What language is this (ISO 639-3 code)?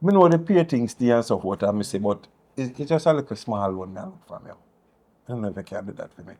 jam